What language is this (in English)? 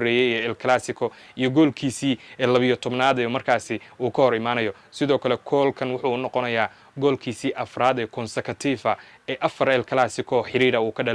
Somali